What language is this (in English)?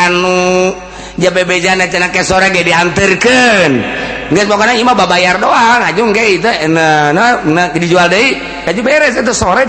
Sundanese